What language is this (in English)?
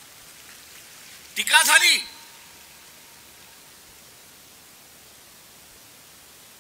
Marathi